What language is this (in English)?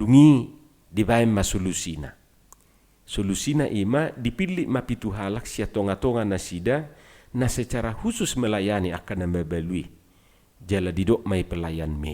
Batak Toba